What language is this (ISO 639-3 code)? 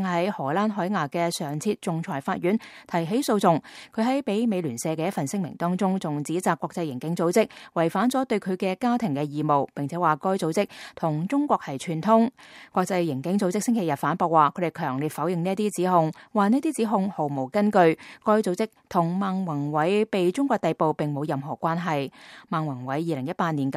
yue